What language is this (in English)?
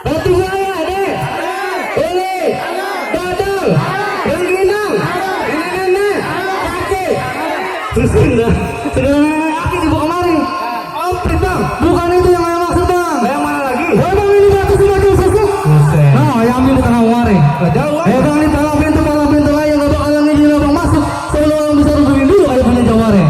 Betawi